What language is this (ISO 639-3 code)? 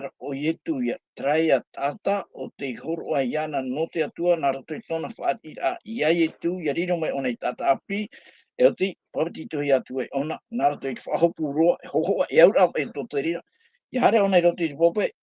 tah